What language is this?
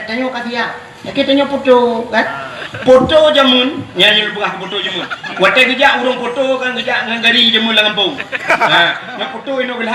Achinese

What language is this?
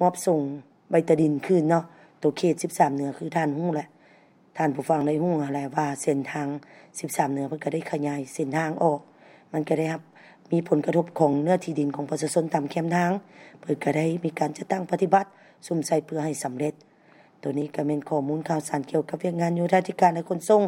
Lao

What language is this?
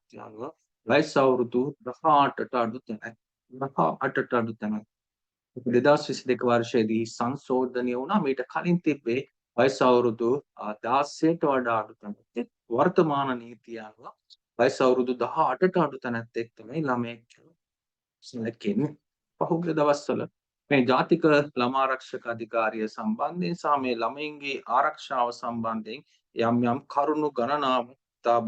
Sinhala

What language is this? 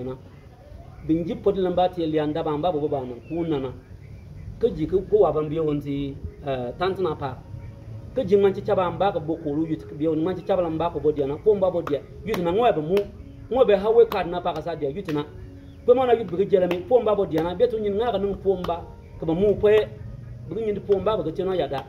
Bimoba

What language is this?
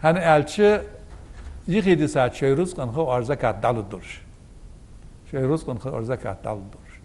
Ingush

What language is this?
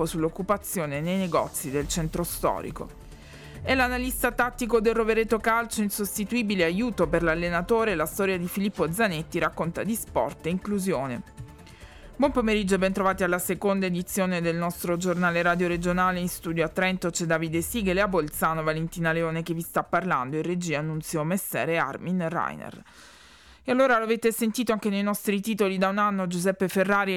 Italian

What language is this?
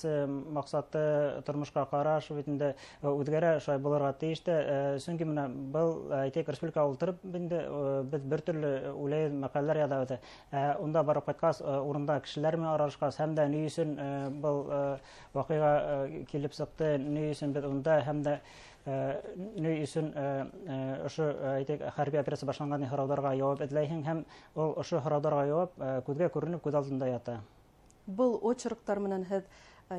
Bashkir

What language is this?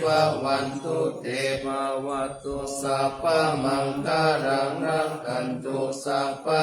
Pali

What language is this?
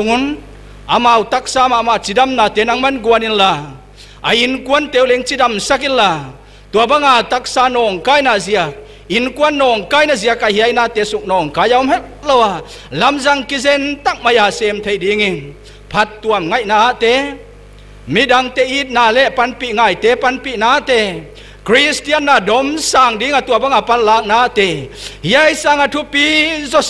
Paite Chin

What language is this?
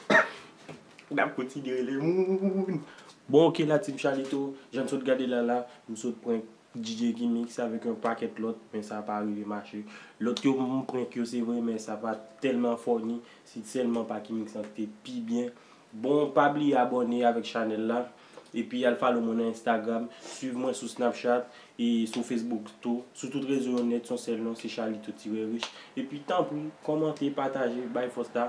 Haitian Creole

